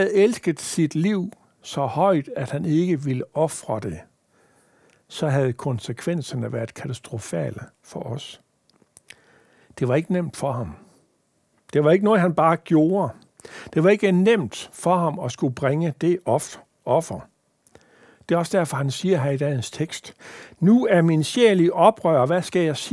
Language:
Danish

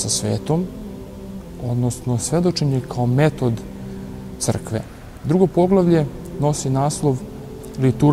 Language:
Serbian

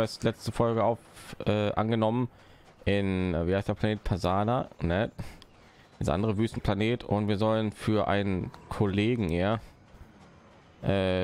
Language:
German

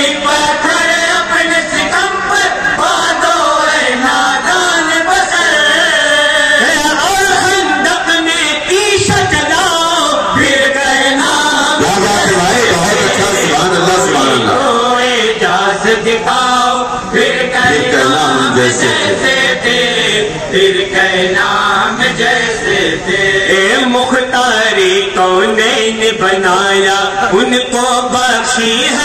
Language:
Urdu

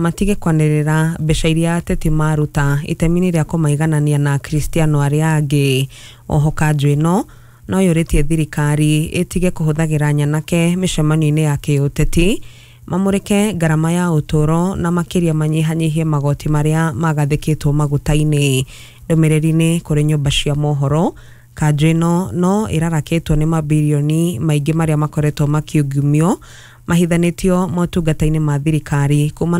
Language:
Kikuyu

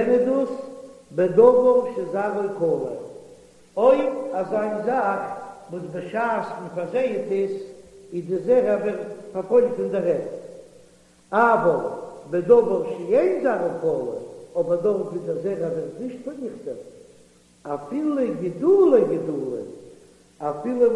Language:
Yiddish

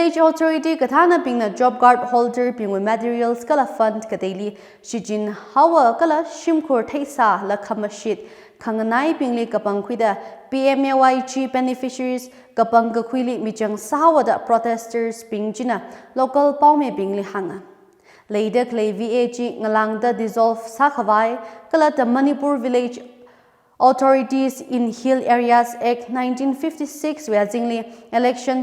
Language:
Tangkhul Naga (India)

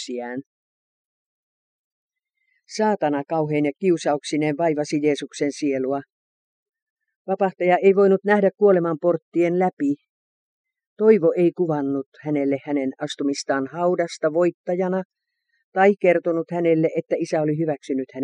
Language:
Finnish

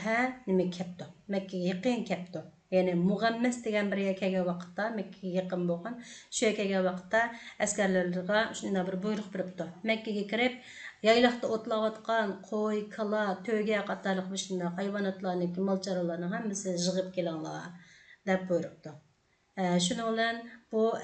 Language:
Uyghur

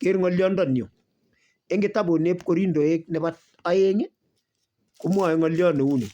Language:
Kalenjin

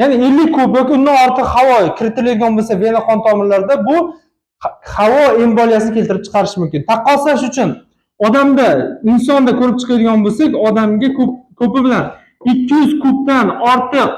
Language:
Uzbek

